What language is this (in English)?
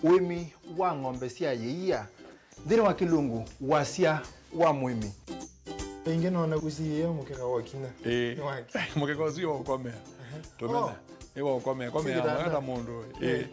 Kamba